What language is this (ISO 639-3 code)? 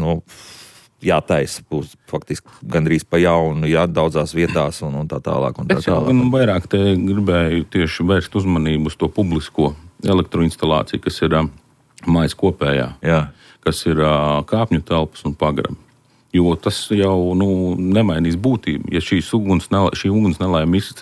lav